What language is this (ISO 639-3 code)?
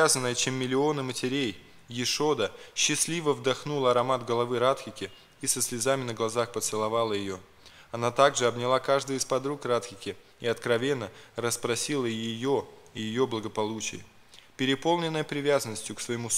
rus